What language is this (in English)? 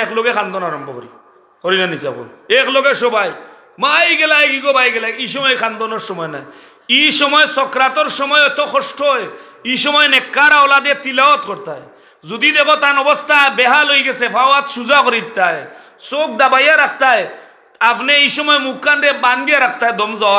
Sylheti